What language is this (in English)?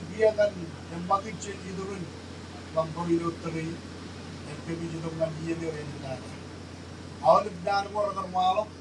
Marshallese